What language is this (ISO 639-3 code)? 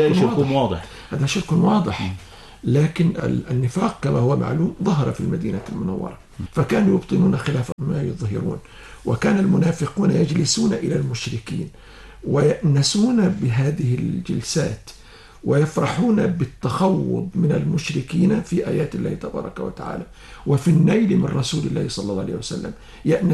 ara